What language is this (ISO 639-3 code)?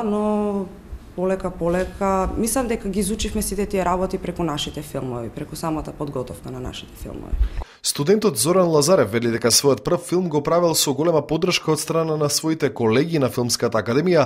mkd